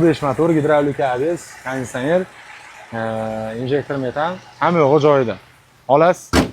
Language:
Uzbek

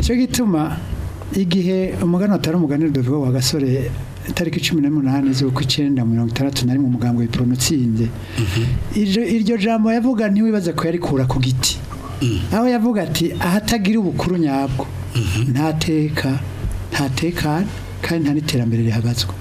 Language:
Rundi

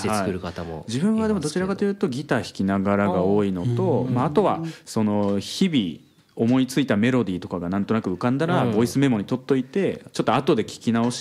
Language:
Japanese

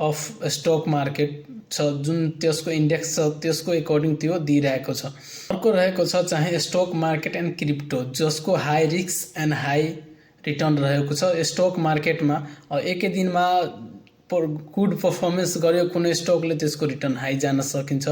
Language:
Nepali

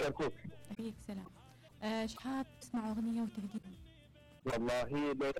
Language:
Mesopotamian Arabic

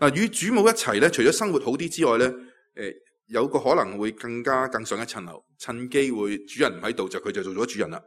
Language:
Cantonese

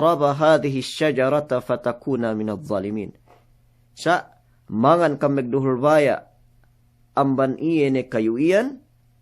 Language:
Yakan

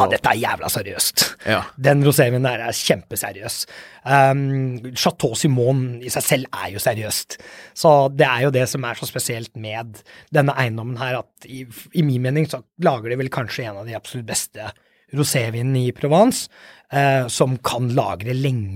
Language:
Norwegian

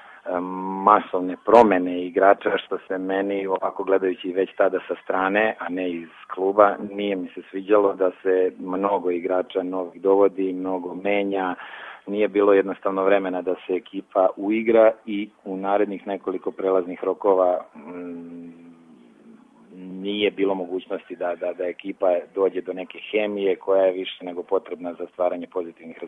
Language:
Serbian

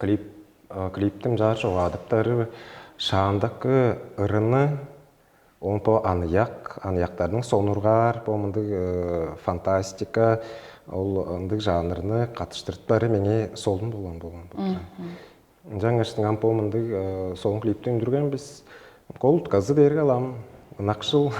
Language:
Tuvinian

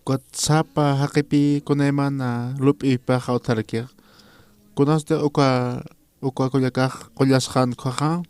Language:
Aymara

